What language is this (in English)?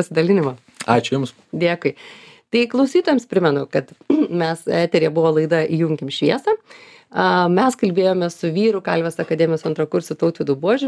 Lithuanian